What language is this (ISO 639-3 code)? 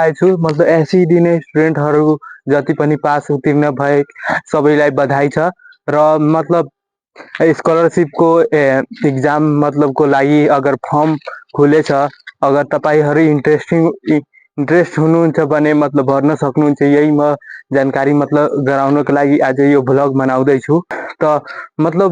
nep